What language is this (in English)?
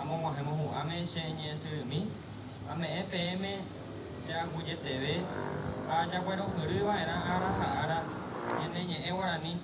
Guarani